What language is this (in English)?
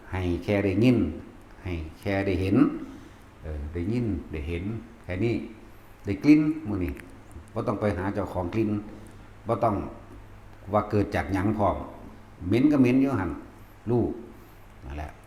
Lao